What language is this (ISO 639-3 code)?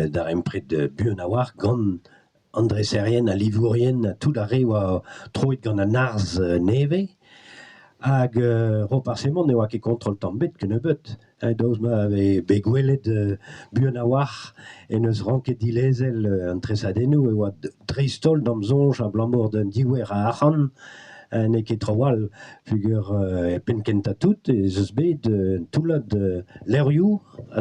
bre